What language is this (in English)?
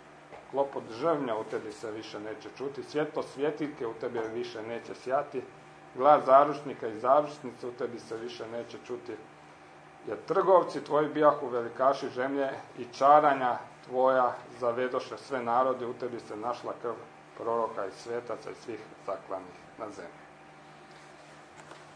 Croatian